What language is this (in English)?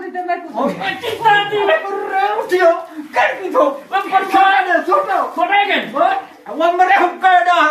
Saraiki